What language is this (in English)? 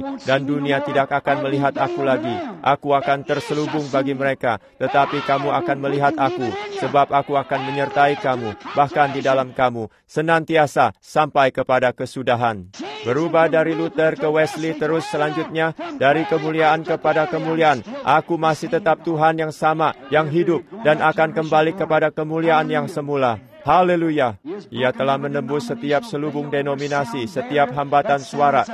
Indonesian